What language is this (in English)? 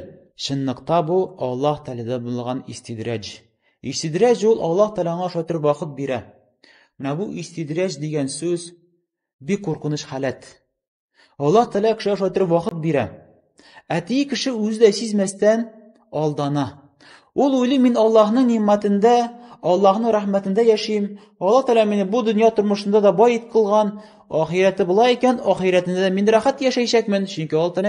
Tatar